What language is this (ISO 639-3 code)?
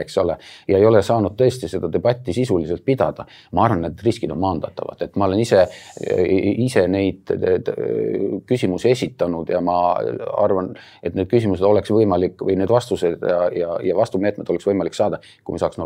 est